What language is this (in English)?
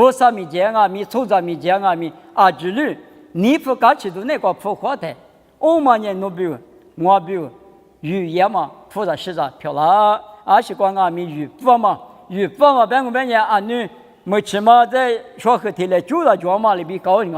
Lisu